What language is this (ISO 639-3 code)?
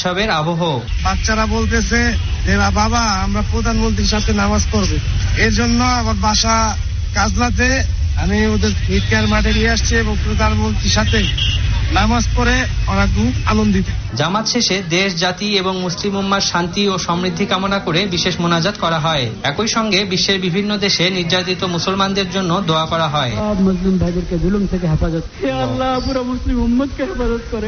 ben